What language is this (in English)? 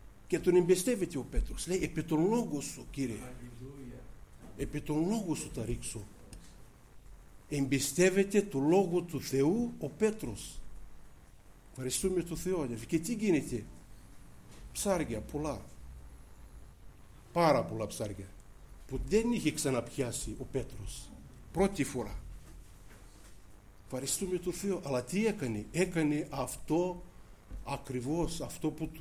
Greek